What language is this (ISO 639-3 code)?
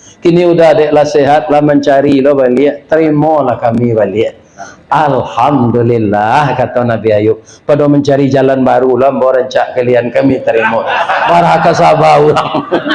min